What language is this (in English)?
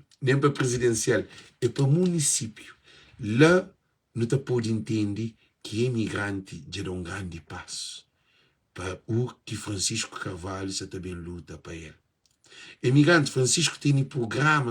Kabuverdianu